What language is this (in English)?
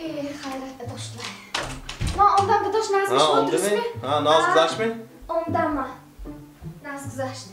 Tajik